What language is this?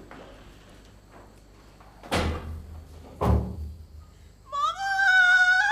Persian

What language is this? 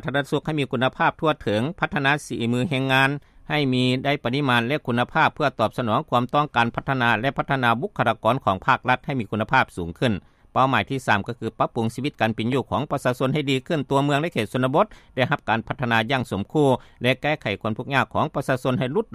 Lao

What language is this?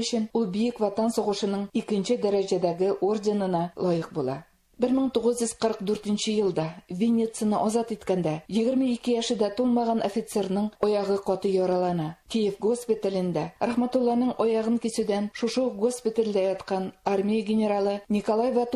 Tatar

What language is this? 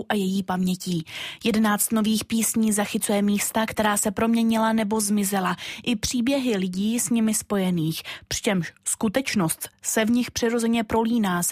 Czech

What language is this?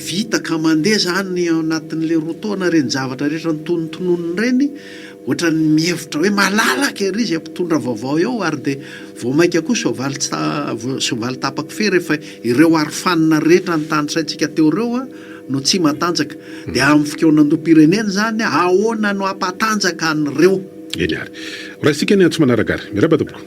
Malagasy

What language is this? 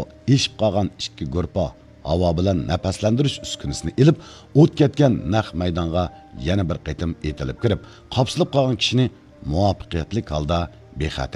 Uyghur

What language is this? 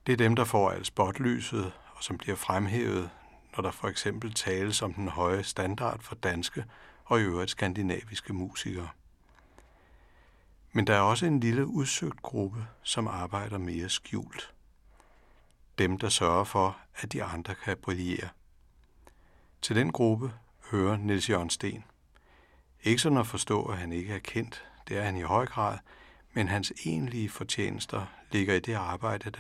Danish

